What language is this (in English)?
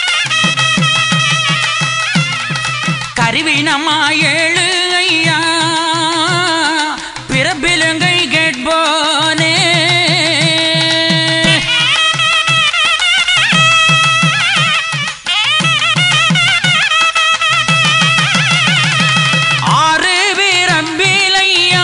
Tamil